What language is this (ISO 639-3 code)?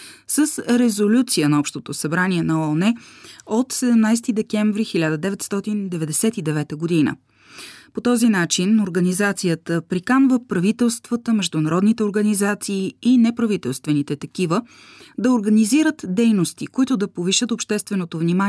bul